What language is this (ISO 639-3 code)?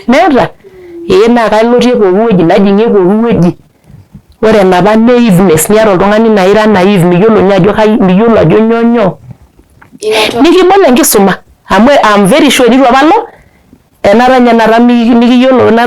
mas